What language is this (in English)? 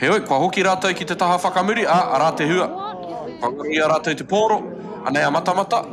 Māori